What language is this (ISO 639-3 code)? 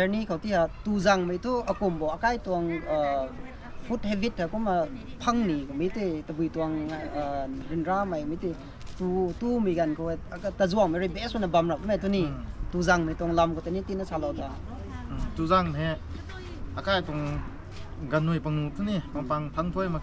nbu